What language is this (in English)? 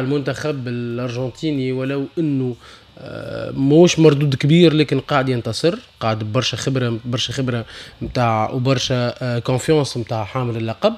Tunisian Arabic